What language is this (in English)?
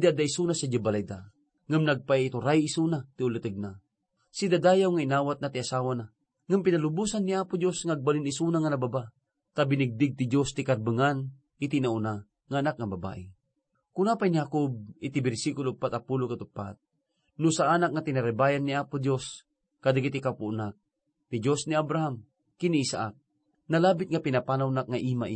Iloko